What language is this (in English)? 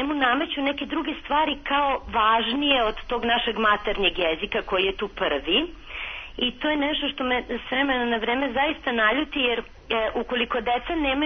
Serbian